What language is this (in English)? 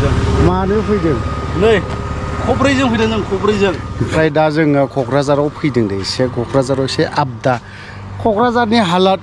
Bodo